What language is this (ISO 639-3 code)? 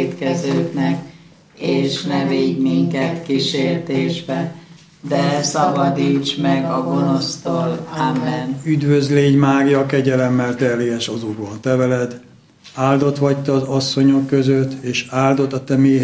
hun